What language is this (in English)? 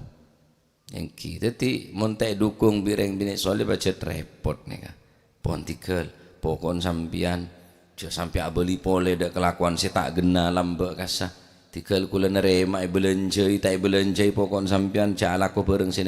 Madurese